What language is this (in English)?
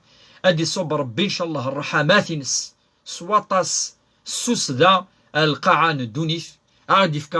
Kabyle